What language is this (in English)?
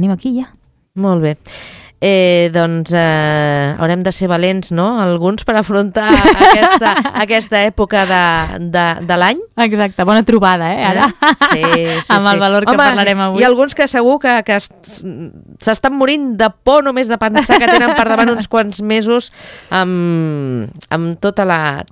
Catalan